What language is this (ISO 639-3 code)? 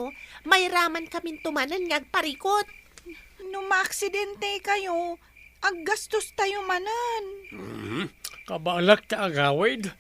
ilo